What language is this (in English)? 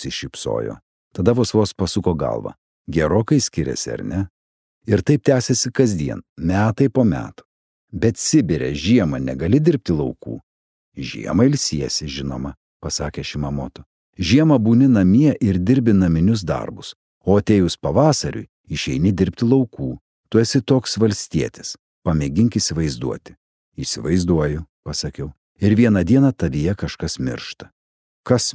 Lithuanian